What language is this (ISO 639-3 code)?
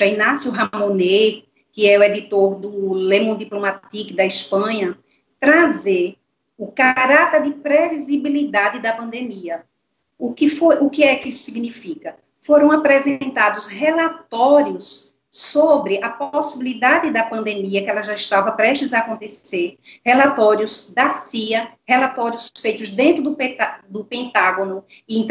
por